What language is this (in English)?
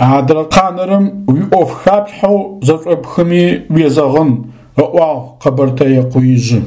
Adyghe